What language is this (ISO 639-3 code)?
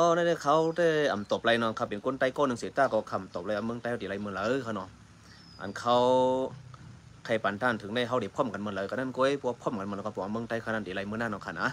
shn